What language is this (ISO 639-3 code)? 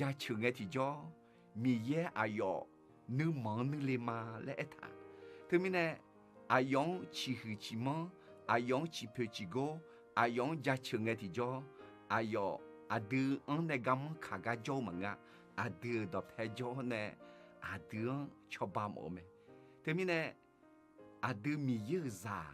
ahk